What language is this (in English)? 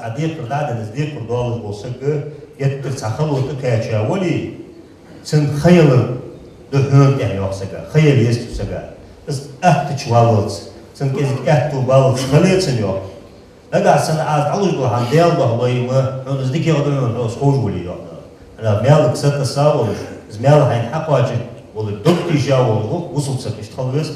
Ingush